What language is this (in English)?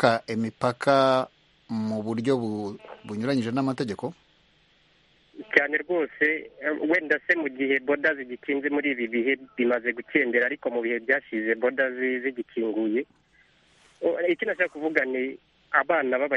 Kinyarwanda